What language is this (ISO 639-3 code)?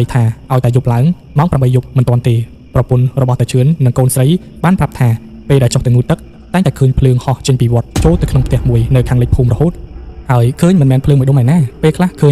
khm